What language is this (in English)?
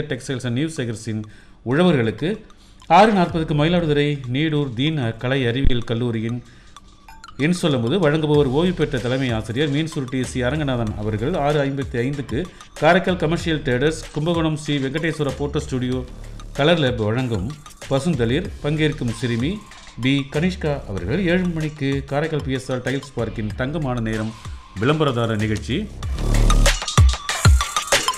Tamil